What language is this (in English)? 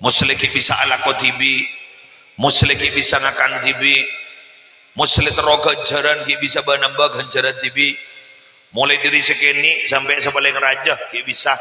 Madurese